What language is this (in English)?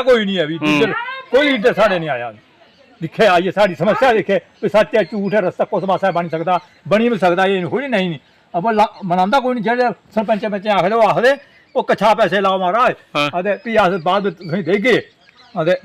Dogri